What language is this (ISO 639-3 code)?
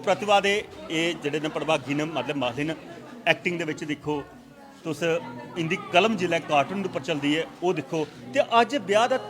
doi